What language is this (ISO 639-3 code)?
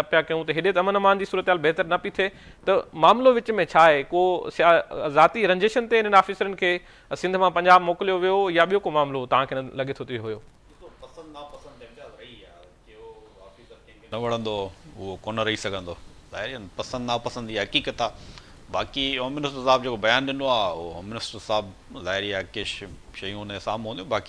snd